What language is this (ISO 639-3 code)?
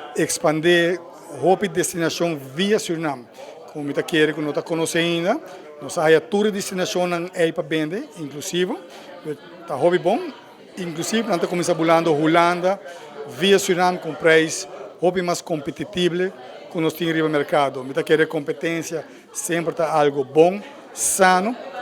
pap